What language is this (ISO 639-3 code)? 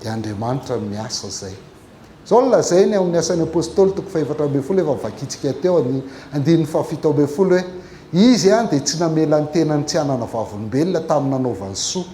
mlg